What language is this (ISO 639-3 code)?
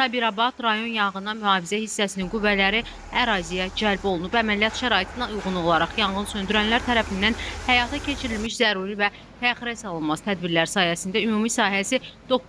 aze